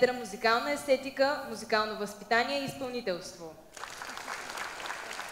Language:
Bulgarian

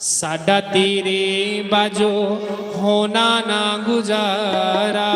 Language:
Dogri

